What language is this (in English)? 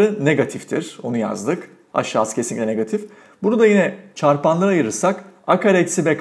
Turkish